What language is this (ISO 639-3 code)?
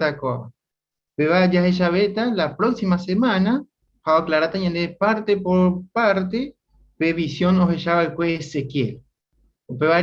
grn